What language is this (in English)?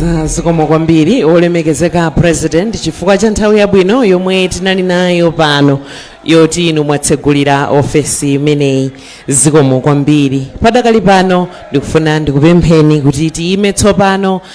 Nyanja